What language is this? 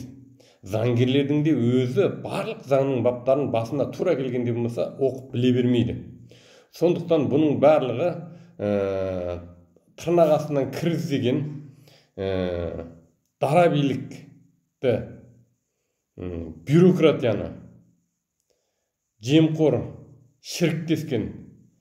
Kazakh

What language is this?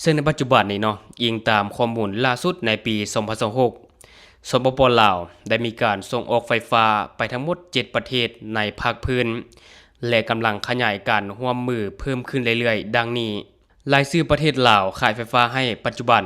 Lao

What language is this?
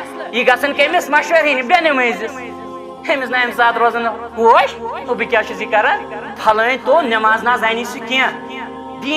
Kashmiri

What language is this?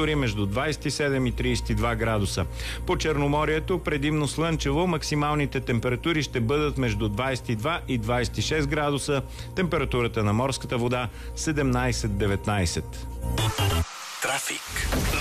Bulgarian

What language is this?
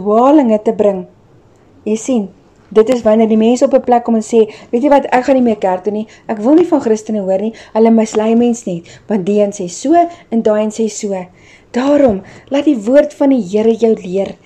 Afrikaans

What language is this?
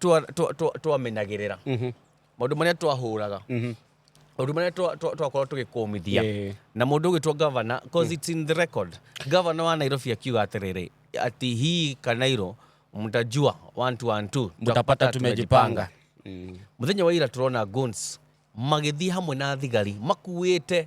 Kikuyu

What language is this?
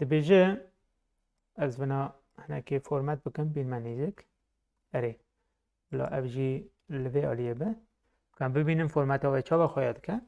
Kurdish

